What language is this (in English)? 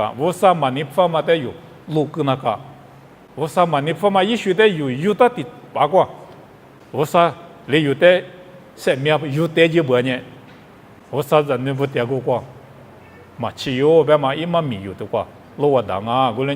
Lisu